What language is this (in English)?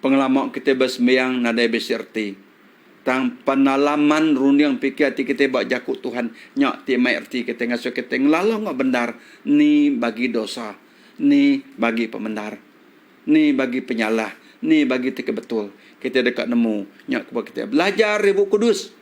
Iban